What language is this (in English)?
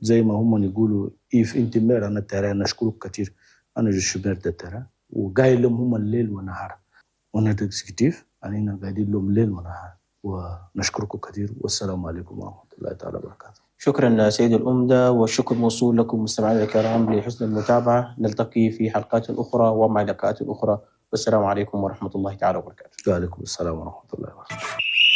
Chadian Arabic